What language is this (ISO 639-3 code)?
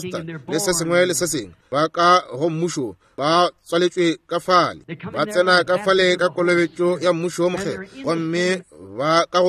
nso